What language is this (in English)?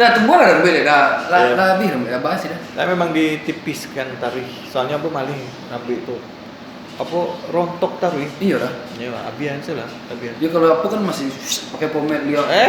Minangkabau